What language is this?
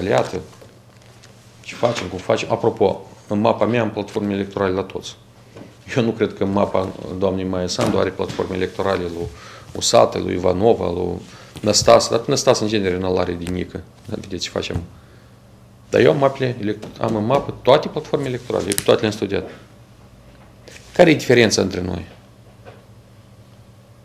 Romanian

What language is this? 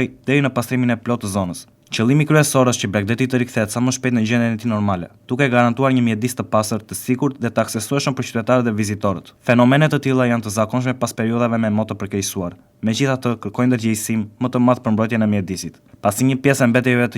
Albanian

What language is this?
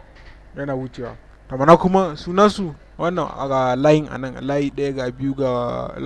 Hausa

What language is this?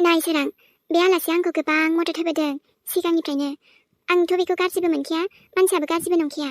Bodo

